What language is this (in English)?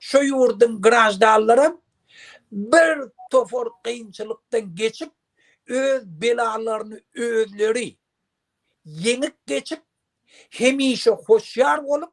Turkmen